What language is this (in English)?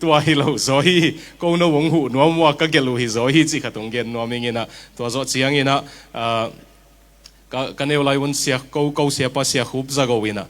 Tedim Chin